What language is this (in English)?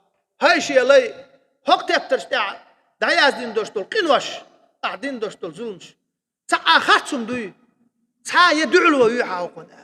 Chechen